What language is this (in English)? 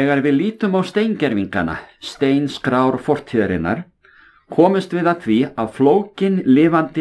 Icelandic